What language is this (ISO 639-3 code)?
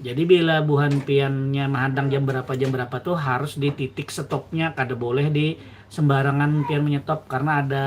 bjn